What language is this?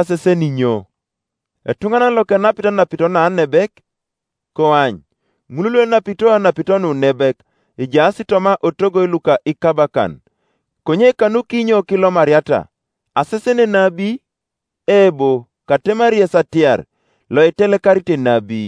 Teso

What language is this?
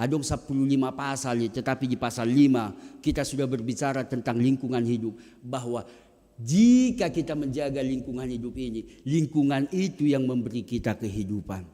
Batak Toba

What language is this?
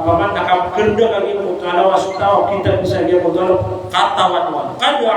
Maranao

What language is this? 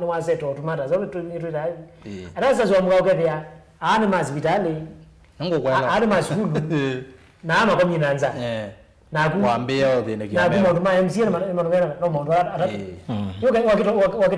Kamba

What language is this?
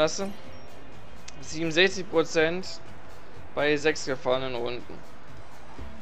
German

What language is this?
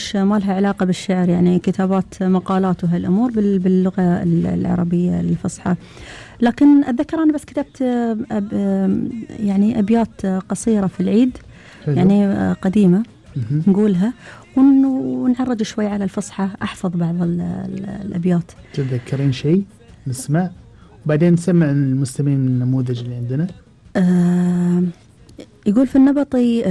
Gulf Arabic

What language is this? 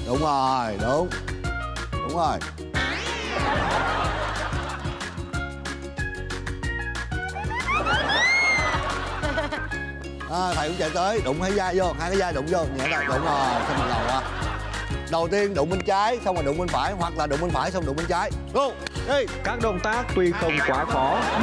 Vietnamese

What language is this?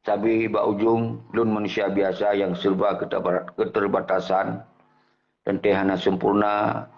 Achinese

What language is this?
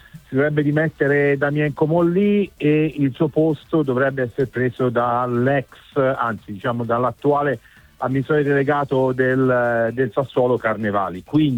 Italian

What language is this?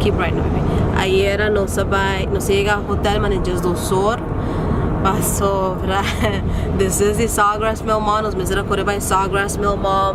Papiamento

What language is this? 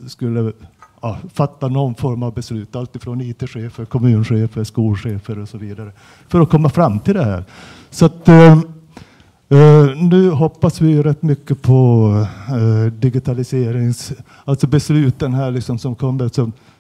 Swedish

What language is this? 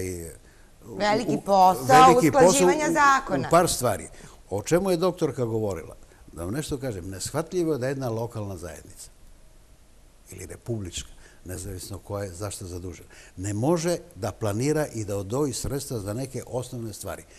Serbian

